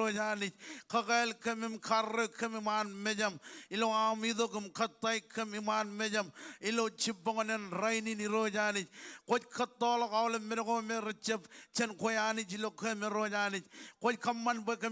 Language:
Marshallese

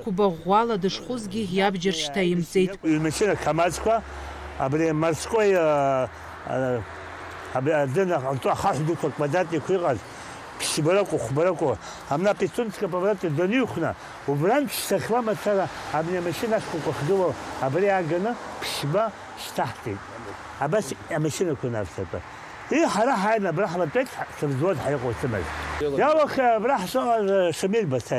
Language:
Abkhazian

